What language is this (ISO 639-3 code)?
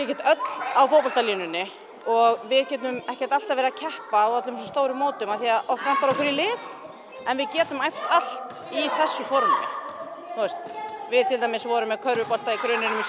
isl